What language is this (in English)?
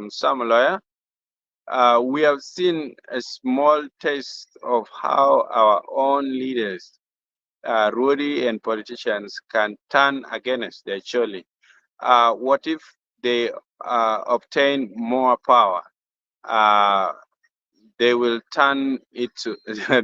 Acoli